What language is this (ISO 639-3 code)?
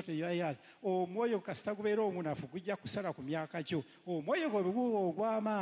lug